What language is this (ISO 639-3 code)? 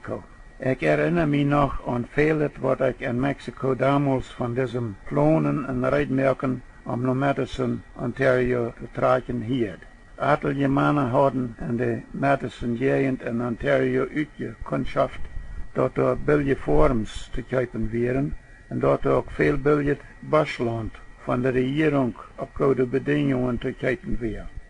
pdt